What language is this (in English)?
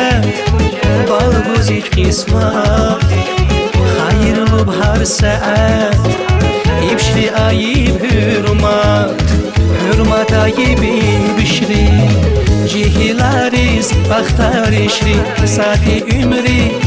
Tabassaran